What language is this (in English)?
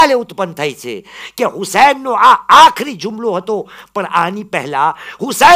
Gujarati